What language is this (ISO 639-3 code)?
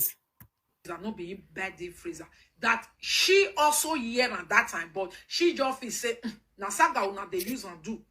pcm